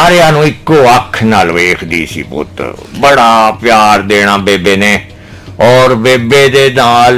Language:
Punjabi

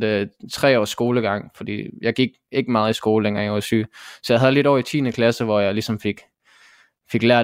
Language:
Danish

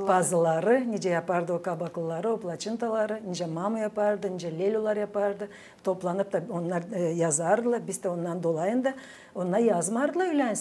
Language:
Gagauz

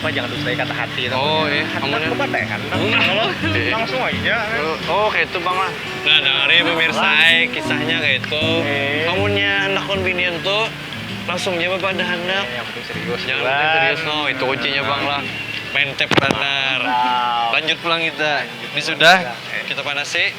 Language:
Banjar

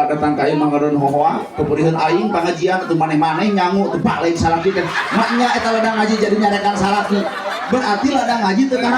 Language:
Sundanese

